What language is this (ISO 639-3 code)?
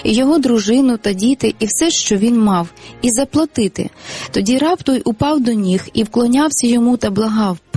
ukr